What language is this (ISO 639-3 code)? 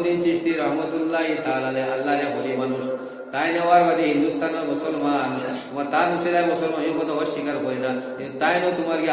syl